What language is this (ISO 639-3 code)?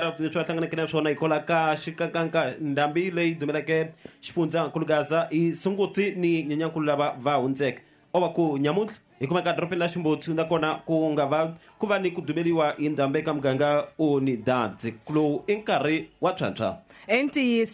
tso